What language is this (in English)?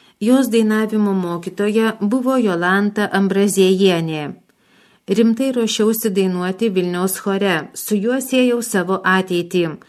Lithuanian